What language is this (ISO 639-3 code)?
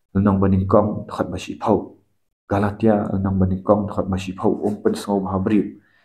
kha